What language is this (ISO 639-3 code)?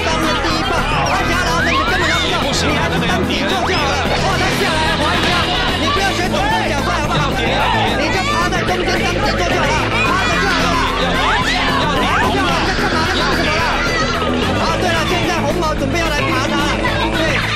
zho